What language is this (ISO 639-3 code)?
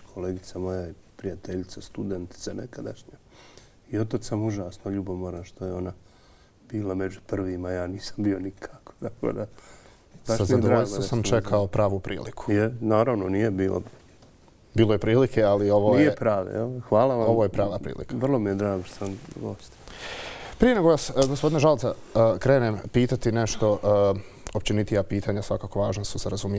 bos